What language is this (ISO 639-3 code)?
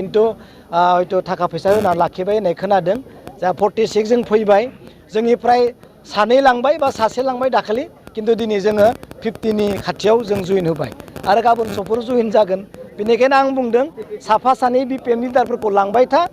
brx